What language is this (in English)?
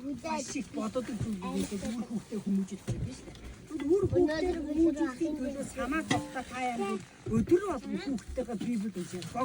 Mongolian